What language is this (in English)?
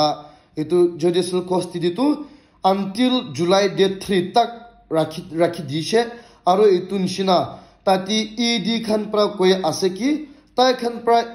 Naga Pidgin